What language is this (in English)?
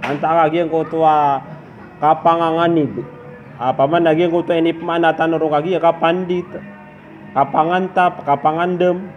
Maranao